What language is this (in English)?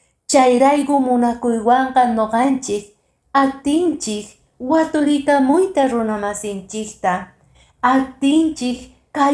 Quechua